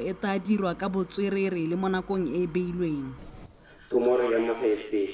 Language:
Tswana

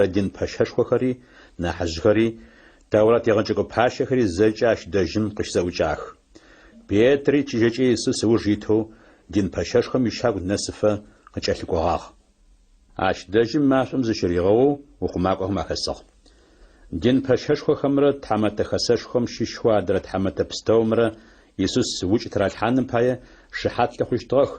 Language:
Adyghe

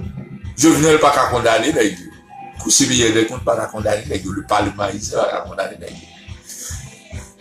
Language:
Haitian Creole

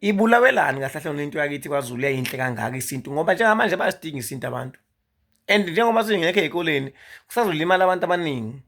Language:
Zulu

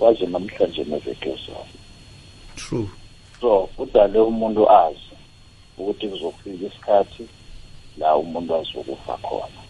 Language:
South Ndebele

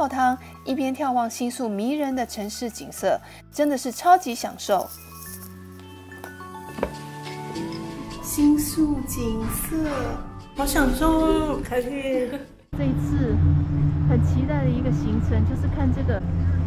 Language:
Chinese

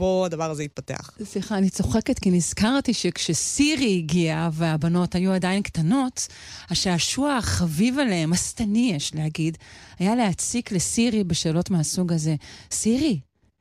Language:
Hebrew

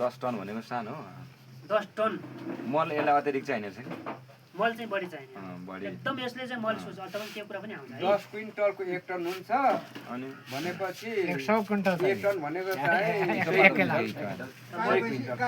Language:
Nepali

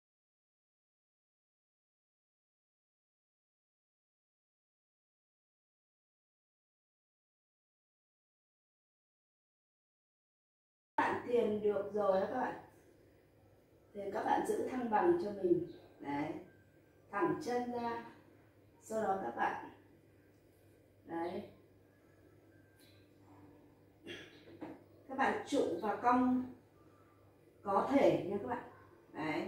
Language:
Vietnamese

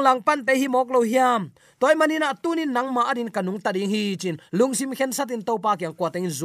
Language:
Tedim Chin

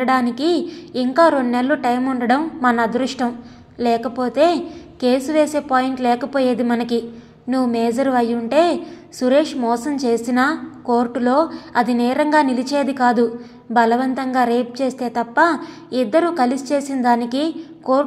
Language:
Telugu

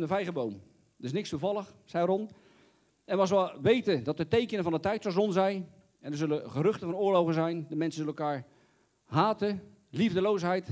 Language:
Dutch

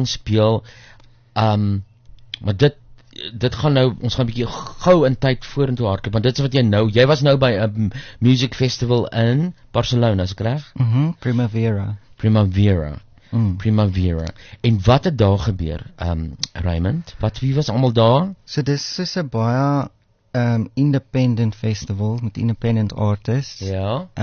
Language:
Afrikaans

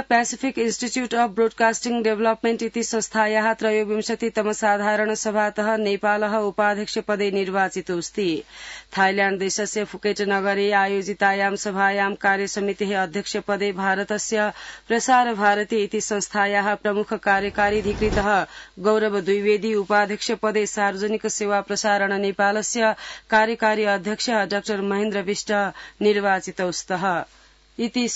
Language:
Sanskrit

